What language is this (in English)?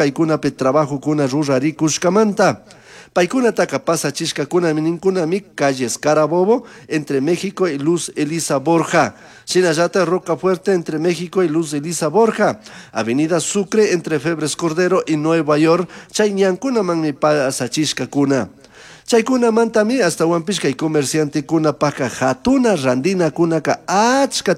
Chimborazo Highland Quichua